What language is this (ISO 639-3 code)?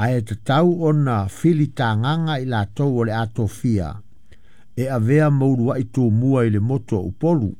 smo